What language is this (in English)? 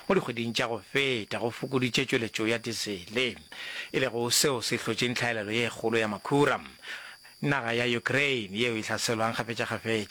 Northern Sotho